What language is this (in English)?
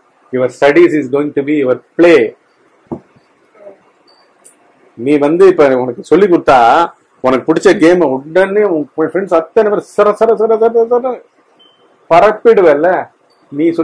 Tamil